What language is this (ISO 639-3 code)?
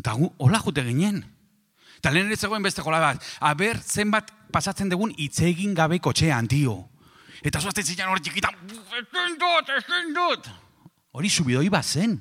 eus